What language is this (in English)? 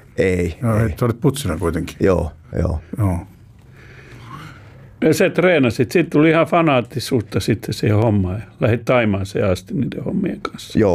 Finnish